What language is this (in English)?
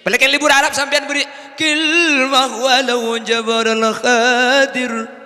Madurese